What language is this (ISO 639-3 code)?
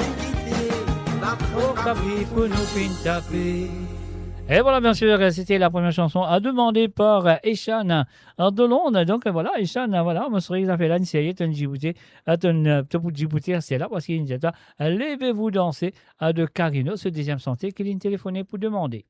mfe